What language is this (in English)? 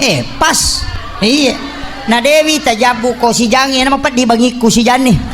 Buginese